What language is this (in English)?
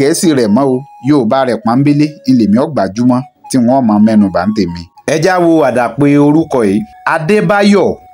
Yoruba